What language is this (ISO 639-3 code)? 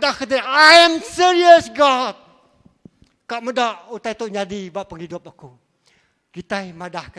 iba